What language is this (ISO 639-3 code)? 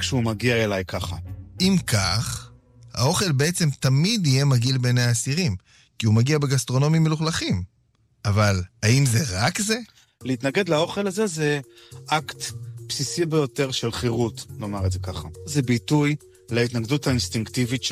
heb